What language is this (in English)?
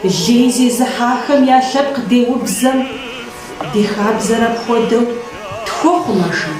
Kabardian